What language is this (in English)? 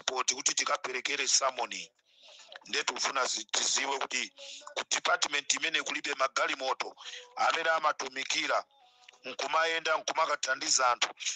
Nyanja